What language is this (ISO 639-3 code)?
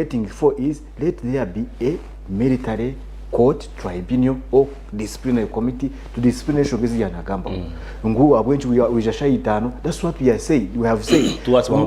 nyn